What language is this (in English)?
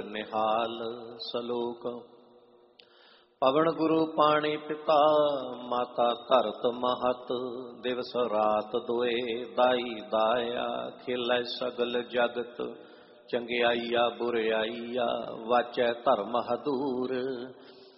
Punjabi